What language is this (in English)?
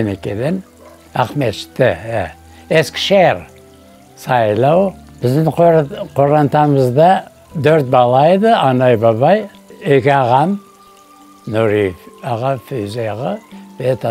Crimean Tatar